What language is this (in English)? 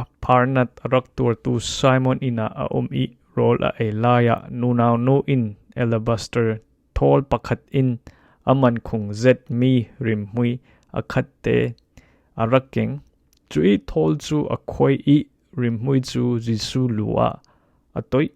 Falam Chin